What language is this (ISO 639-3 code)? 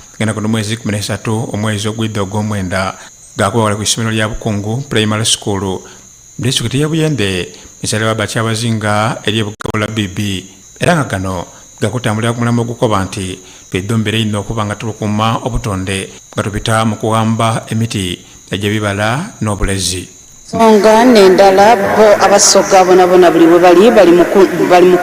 xog